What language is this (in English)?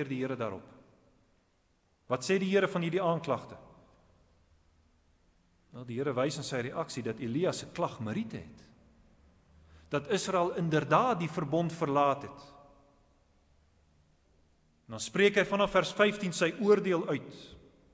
Afrikaans